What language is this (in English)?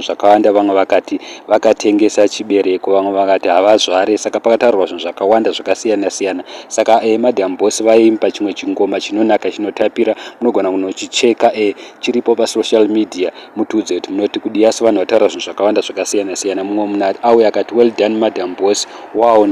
Shona